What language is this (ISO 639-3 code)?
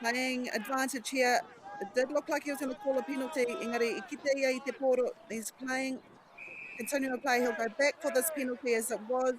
mri